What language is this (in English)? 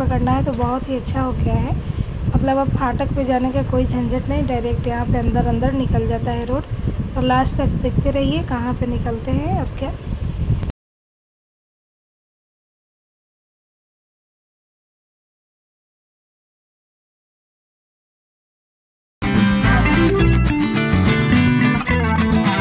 Hindi